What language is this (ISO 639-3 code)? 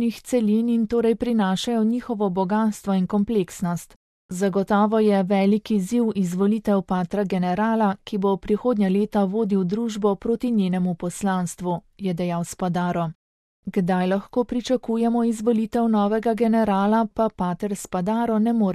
slv